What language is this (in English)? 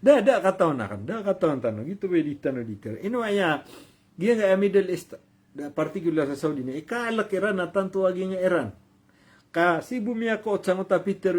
Maranao